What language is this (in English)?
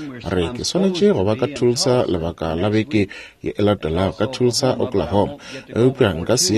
Northern Sotho